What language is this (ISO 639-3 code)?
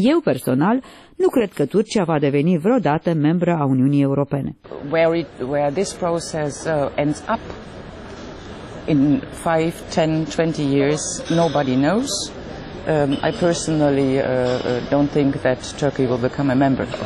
ron